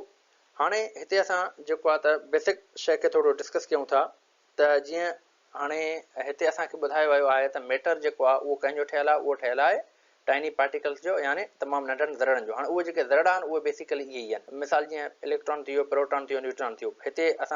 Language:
Sindhi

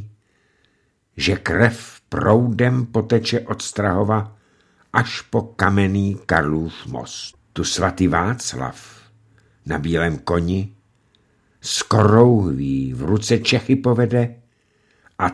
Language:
Czech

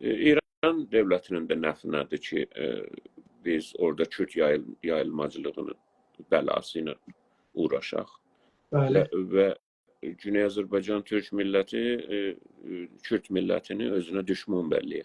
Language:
South Azerbaijani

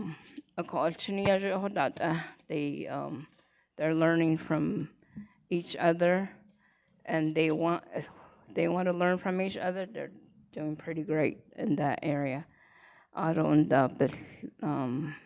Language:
Navajo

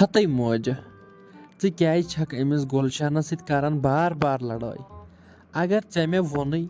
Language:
Kashmiri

